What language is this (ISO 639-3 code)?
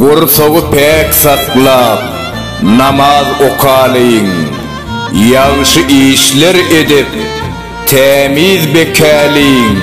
tuk